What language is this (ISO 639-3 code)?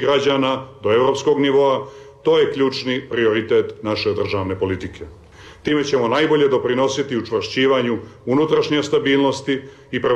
srp